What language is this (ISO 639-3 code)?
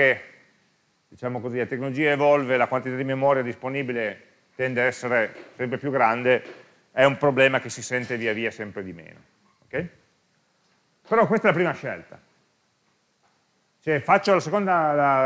ita